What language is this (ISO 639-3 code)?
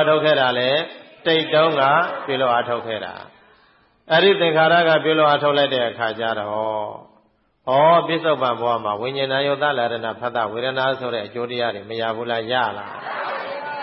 mya